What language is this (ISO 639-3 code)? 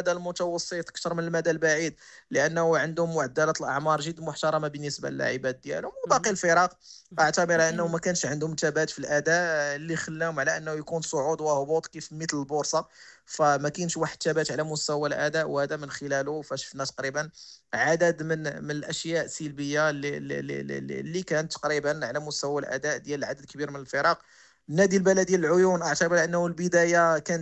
ary